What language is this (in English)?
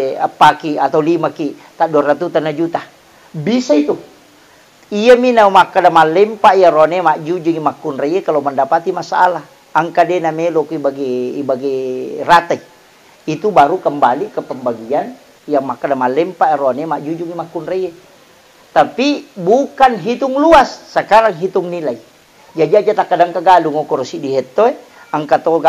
Buginese